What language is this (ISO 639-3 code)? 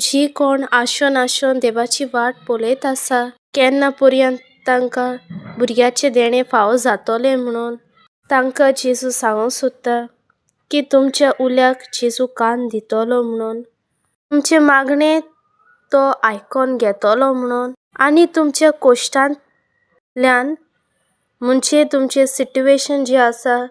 kok